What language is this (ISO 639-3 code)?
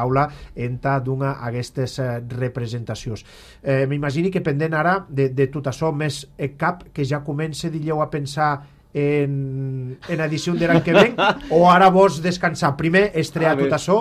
cat